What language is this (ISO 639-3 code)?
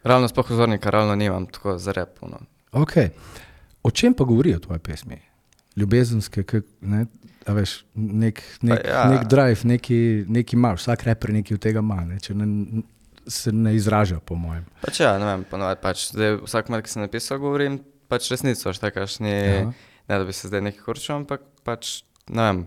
slv